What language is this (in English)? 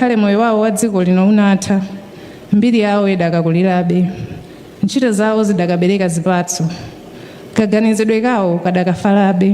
Nyanja